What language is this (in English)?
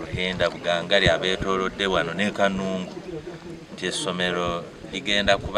Nyankole